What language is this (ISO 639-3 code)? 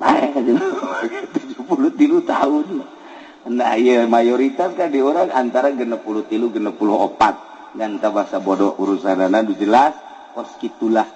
sun